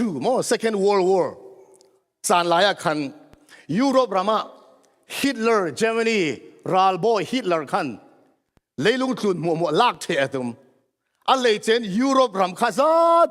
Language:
Falam Chin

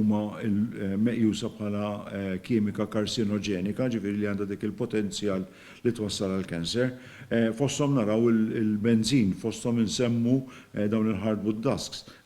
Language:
Maltese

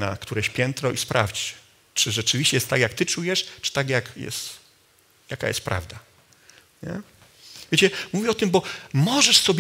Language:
Polish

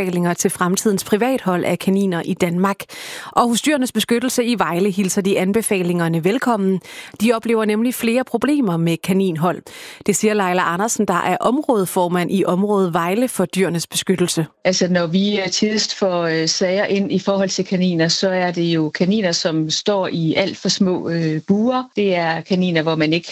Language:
Danish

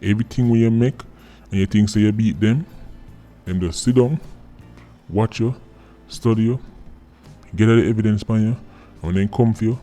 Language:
Jamaican Creole English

